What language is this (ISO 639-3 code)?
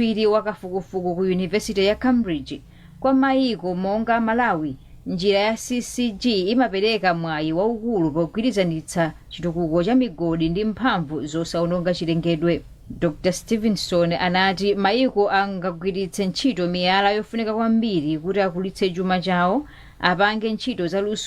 nya